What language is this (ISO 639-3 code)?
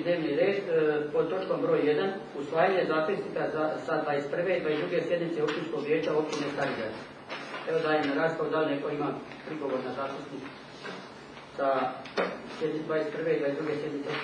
hrv